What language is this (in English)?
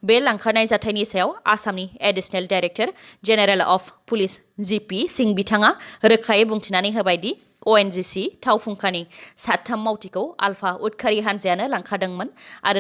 Bodo